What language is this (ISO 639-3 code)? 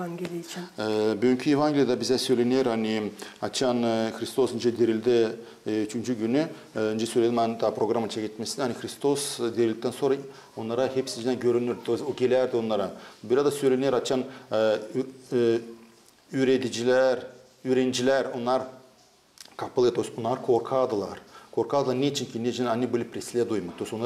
gag